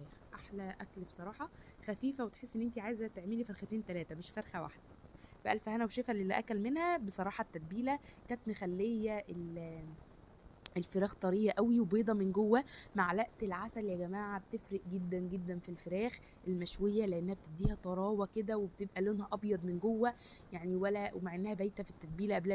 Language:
Egyptian Arabic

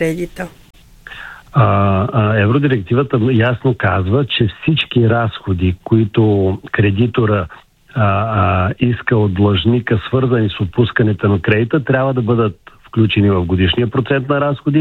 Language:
Bulgarian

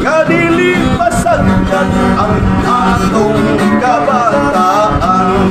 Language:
Cebuano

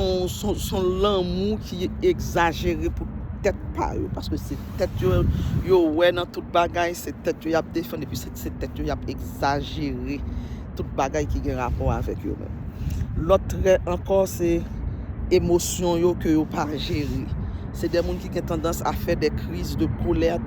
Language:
Haitian Creole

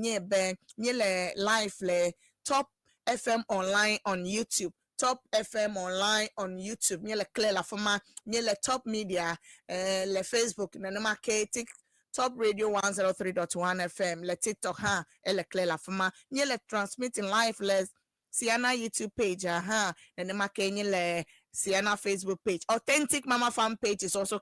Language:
Ewe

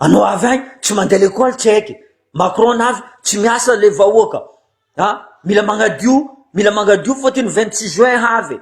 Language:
Malagasy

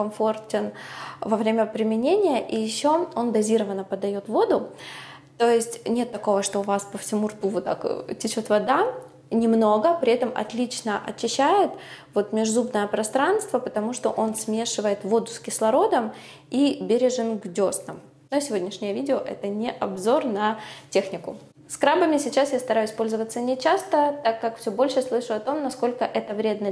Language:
Russian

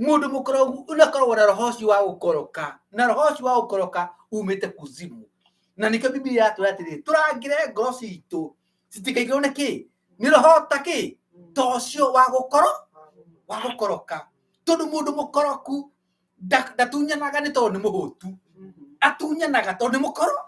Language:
Kikuyu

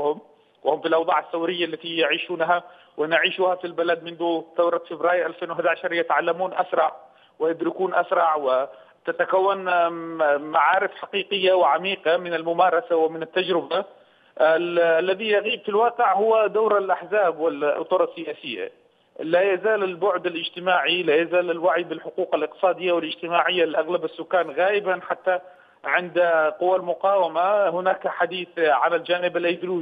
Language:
Arabic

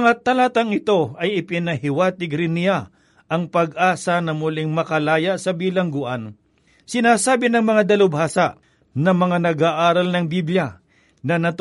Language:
Filipino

